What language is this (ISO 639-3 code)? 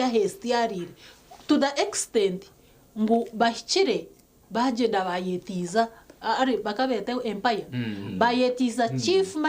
nyn